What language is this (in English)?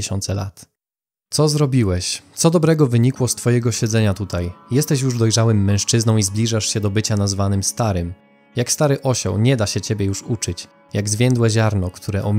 Polish